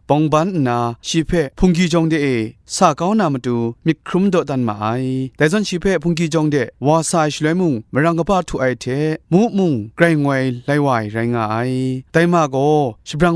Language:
Kachin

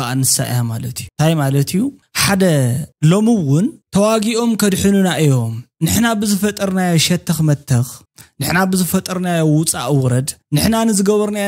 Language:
Tigrinya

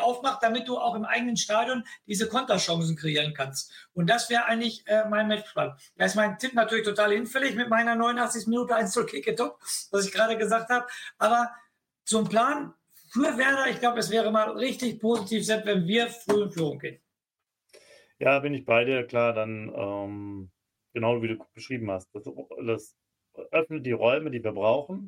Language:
German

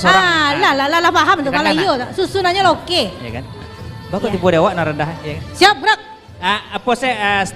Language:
Minangkabau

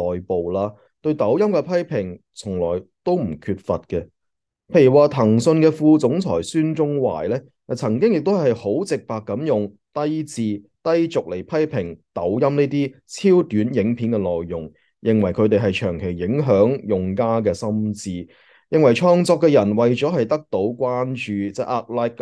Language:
Cantonese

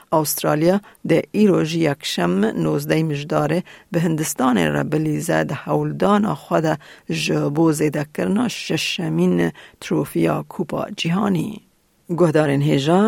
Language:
Kurdish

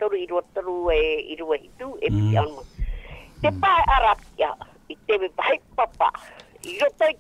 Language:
Tahitian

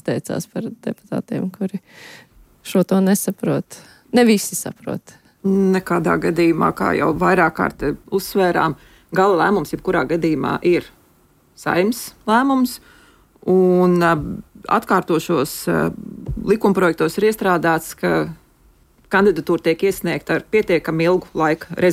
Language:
Latvian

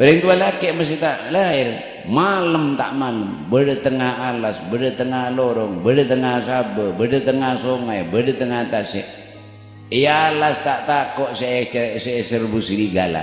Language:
Madurese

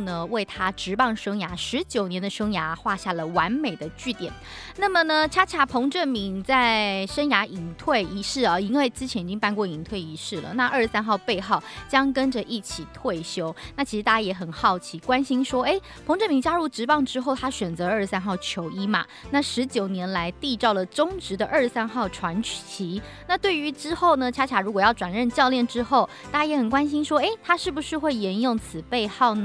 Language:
Chinese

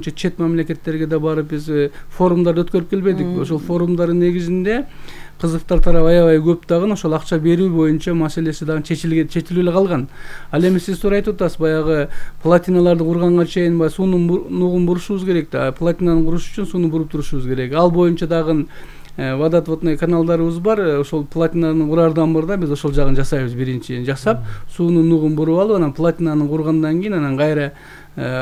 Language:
Kyrgyz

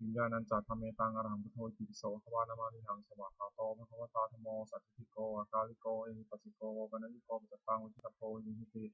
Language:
Pali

